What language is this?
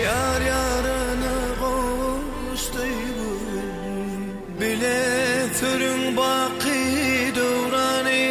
Turkmen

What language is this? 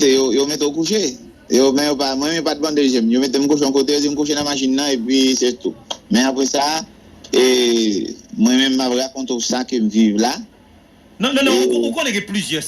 Haitian Creole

